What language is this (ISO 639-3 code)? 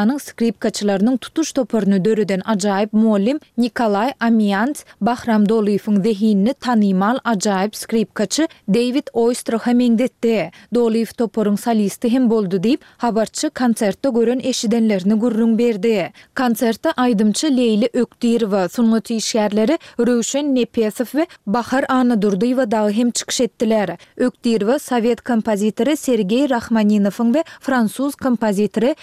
tuk